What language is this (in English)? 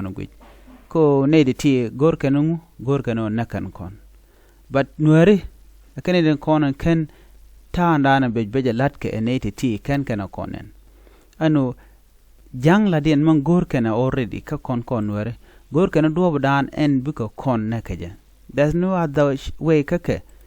Nuer